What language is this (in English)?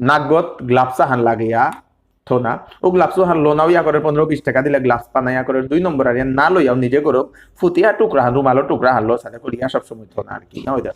Bishnupriya